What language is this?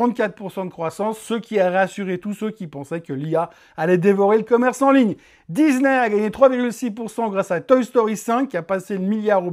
French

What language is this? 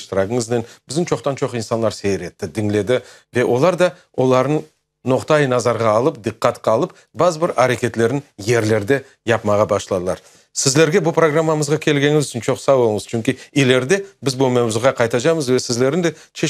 Crimean Tatar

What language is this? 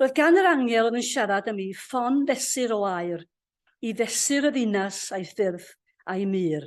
Welsh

